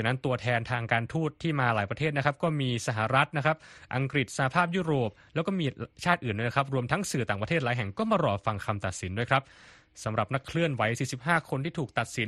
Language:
Thai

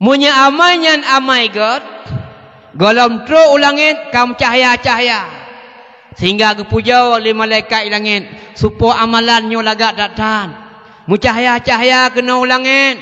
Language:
Achinese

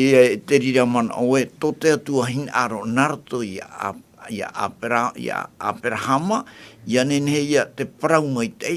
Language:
Tahitian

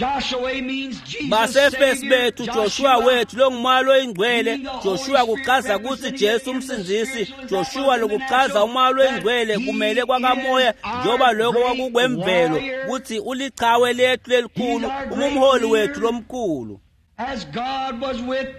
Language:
Swati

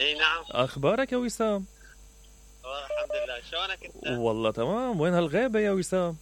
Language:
Mesopotamian Arabic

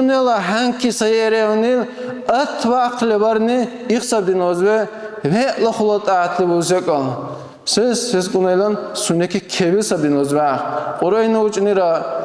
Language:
Dargwa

